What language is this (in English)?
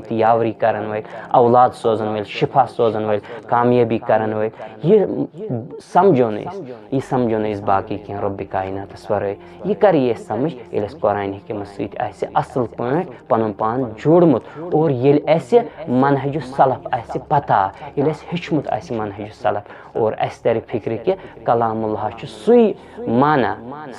Kashmiri